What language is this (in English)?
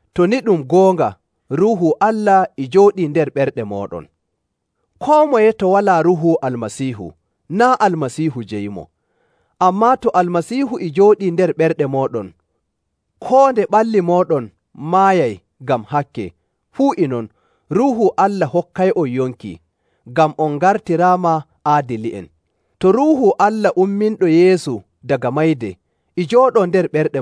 Nigerian Fulfulde